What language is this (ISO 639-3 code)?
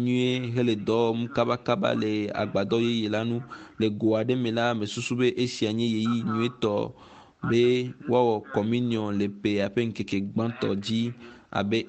ewe